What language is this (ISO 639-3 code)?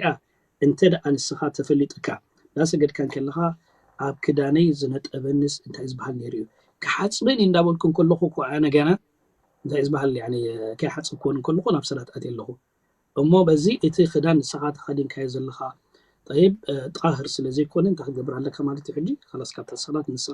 tir